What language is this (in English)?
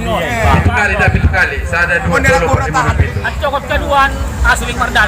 Batak Angkola